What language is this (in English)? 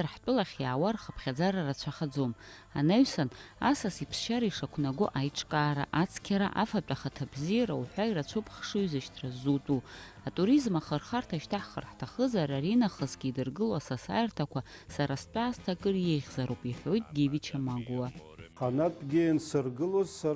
Abkhazian